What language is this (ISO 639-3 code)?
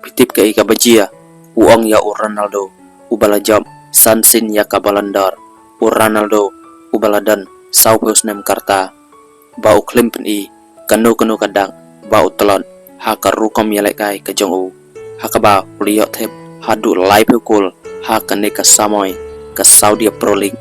kha